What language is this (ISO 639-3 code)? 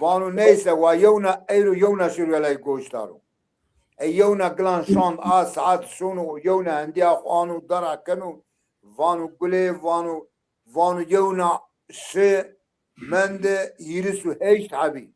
zza